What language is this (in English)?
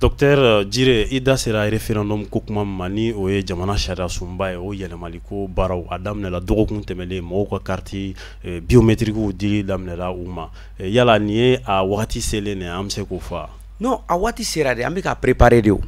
Bambara